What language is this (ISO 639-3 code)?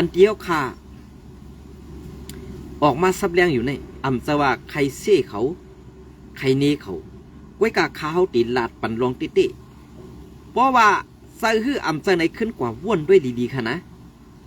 shn